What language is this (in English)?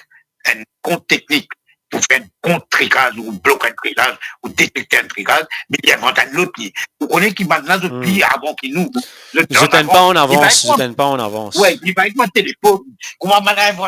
Morisyen